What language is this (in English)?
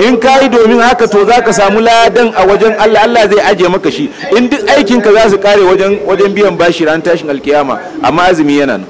Hausa